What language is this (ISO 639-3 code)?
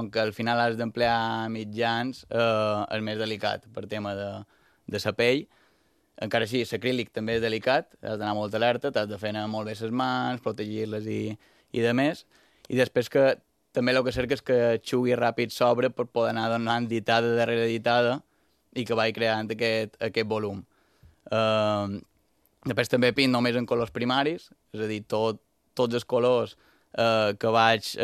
cat